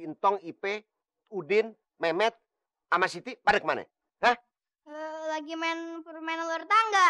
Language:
Betawi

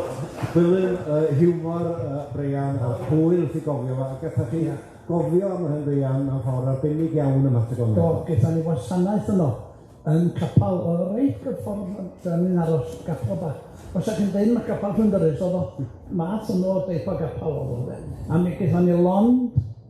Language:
Welsh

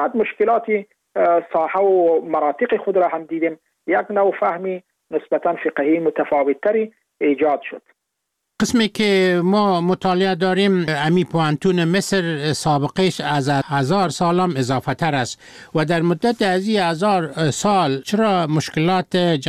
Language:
Persian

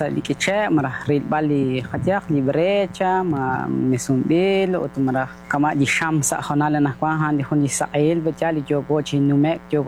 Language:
Kekchí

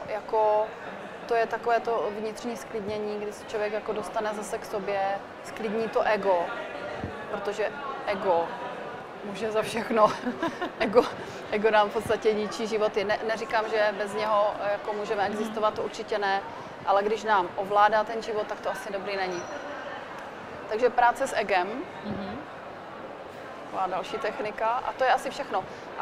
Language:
Czech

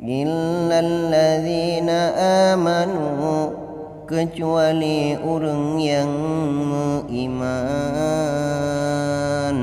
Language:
Achinese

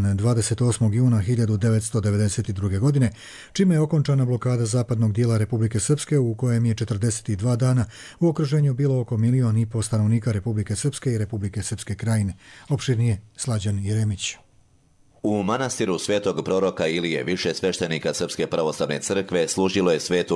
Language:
Croatian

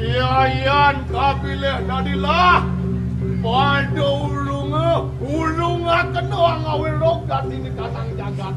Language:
Balinese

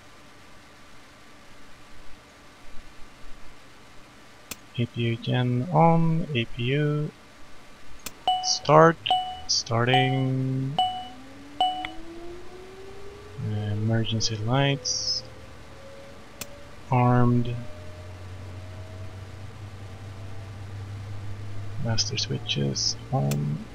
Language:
English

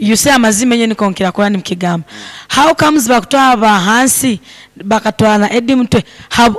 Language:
Nyoro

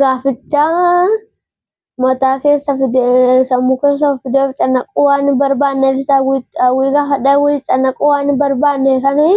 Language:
Oromo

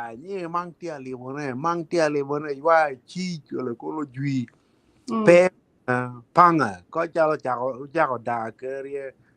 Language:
Acoli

